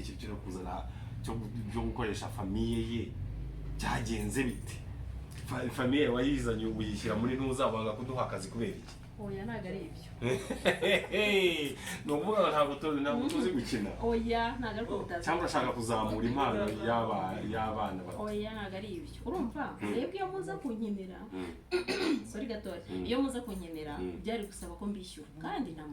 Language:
Kinyarwanda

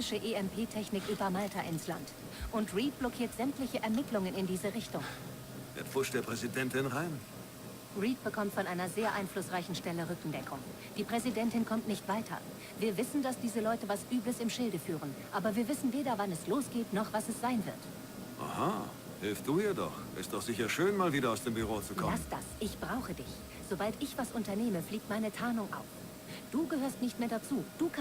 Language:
Bavarian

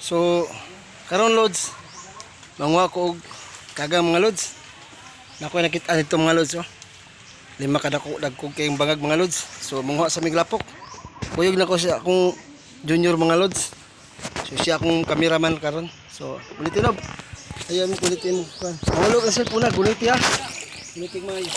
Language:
Cebuano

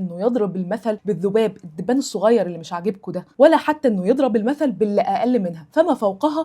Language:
Egyptian Arabic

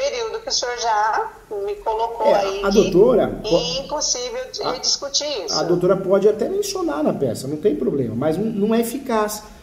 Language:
Portuguese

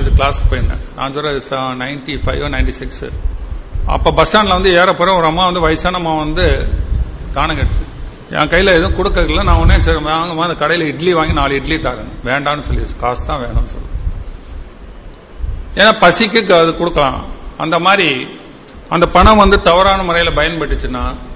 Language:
Tamil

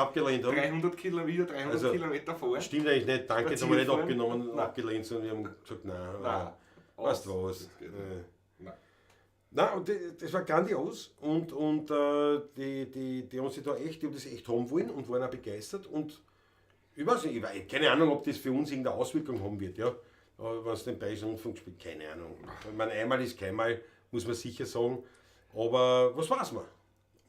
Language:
Bavarian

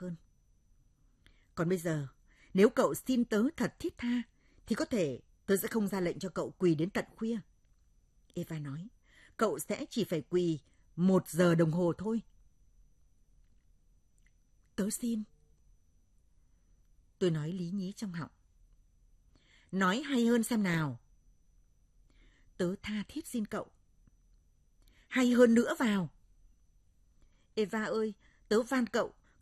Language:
Vietnamese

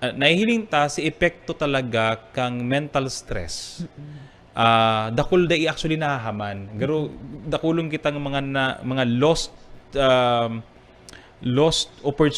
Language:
Bikol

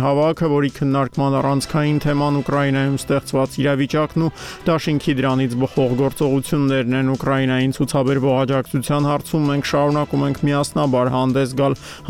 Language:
Armenian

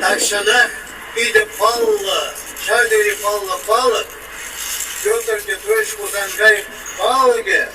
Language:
Chuvash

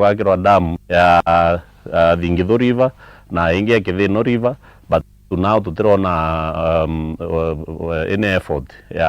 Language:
Meru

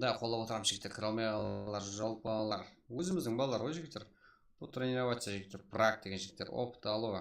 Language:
Kara-Kalpak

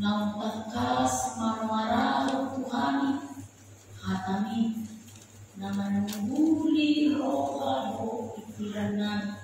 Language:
Batak Toba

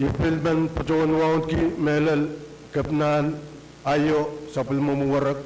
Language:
Pohnpeian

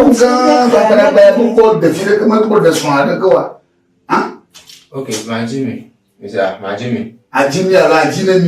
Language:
Ewe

